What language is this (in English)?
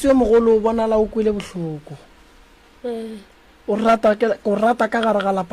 Northern Sotho